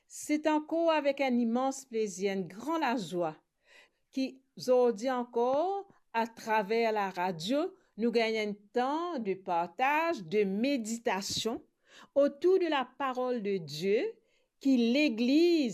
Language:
Morisyen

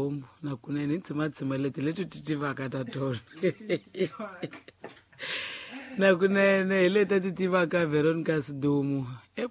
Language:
Tsonga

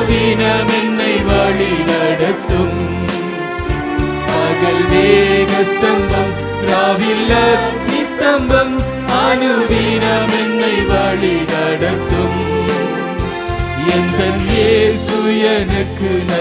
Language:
Tamil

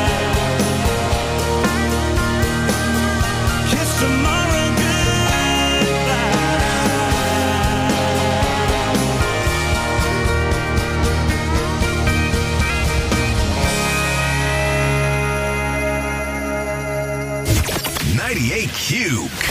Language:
English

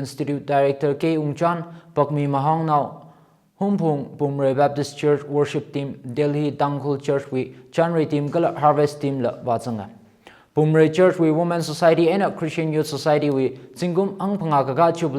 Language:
Tangkhul Naga (India)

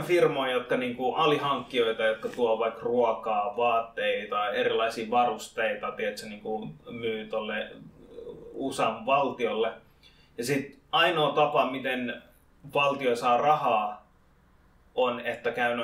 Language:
Finnish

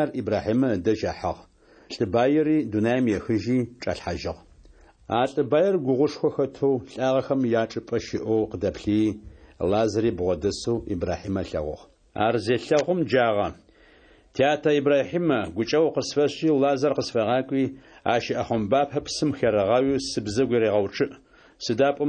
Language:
Adyghe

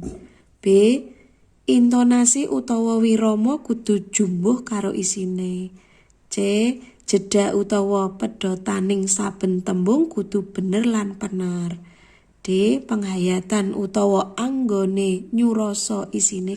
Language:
Javanese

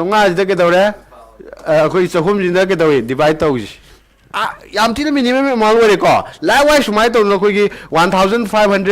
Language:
Manipuri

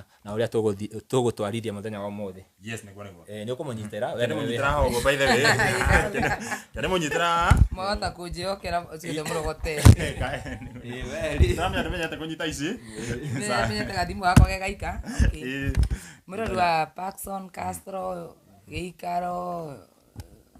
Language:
Kikuyu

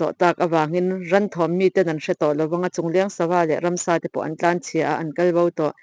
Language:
Mizo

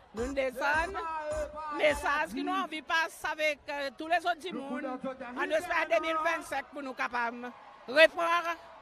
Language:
Seselwa Creole French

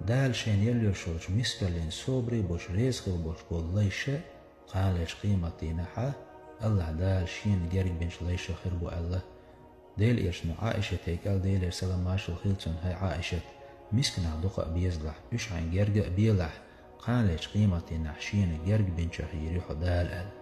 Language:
Chechen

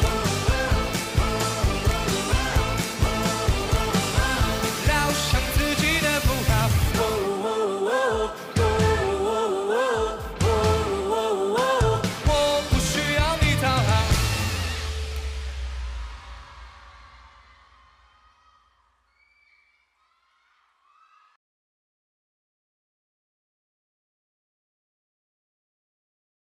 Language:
Chinese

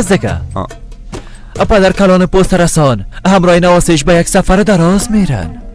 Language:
Persian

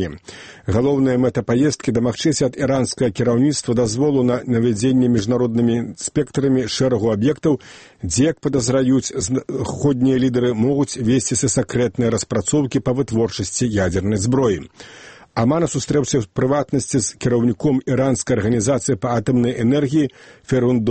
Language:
Belarusian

